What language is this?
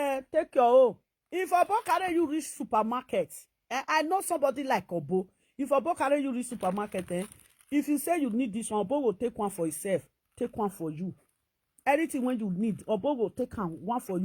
Nigerian Pidgin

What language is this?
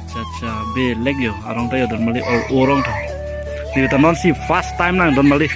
Karbi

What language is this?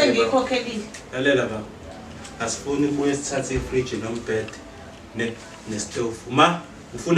Zulu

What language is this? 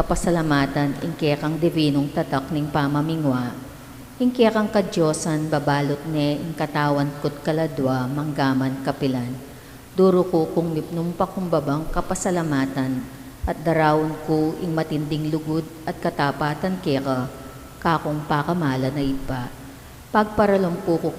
Pampanga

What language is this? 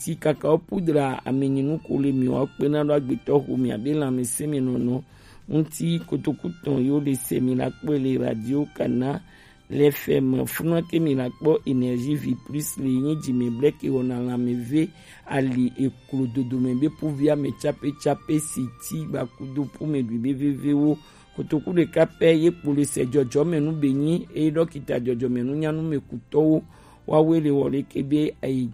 Gen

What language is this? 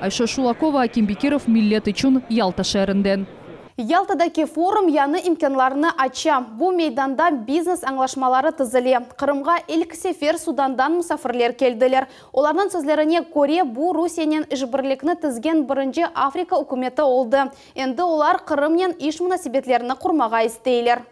Crimean Tatar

